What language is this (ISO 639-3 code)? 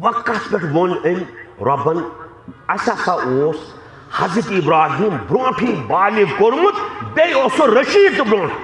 kas